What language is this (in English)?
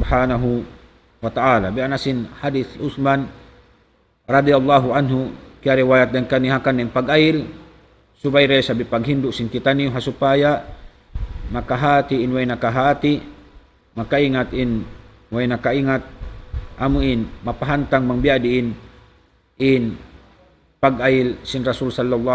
Tausug